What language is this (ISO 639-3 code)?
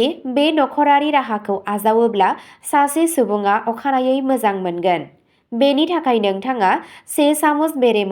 brx